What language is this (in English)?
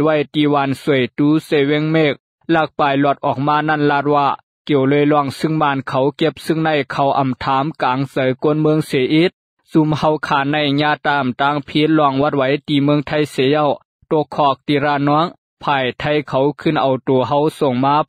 Lao